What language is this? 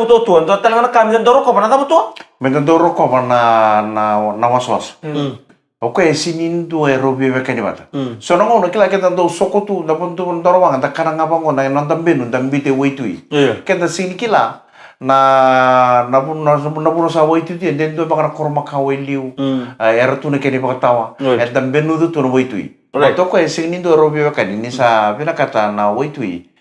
Fijian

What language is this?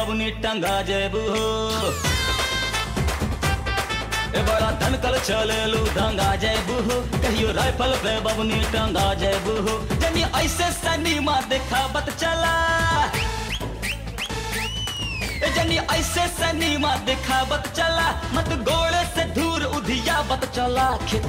Bhojpuri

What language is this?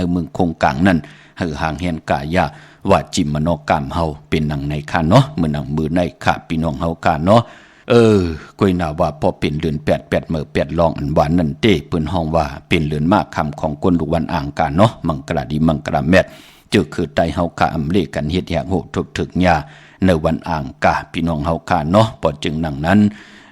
Shan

